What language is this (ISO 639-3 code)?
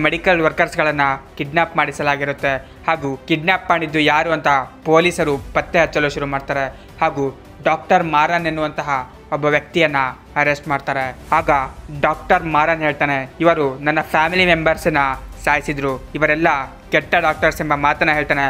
kan